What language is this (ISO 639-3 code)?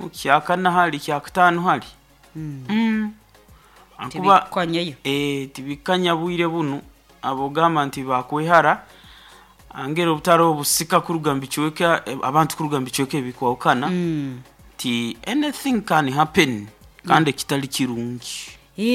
nyo